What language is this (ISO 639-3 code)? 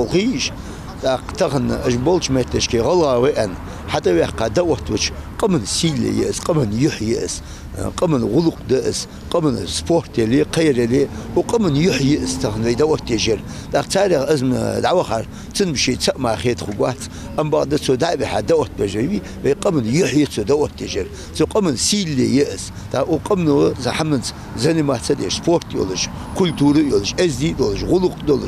inh